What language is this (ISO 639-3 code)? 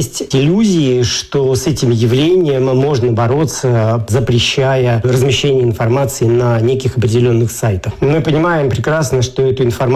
rus